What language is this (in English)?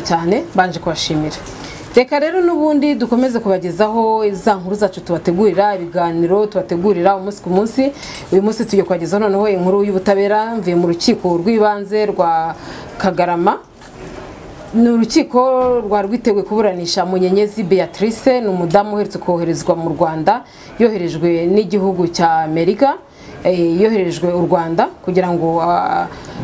Kinyarwanda